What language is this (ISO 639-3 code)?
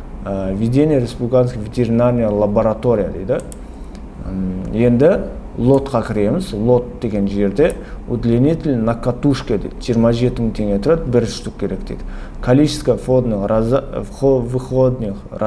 kaz